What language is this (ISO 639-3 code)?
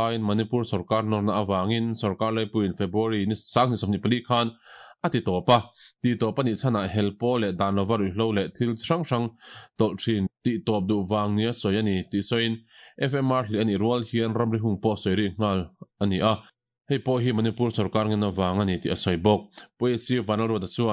lus